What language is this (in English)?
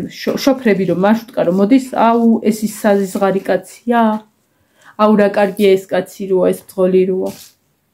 Georgian